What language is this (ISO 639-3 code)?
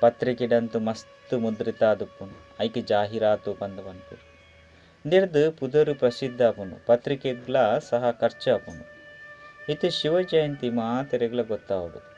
tcy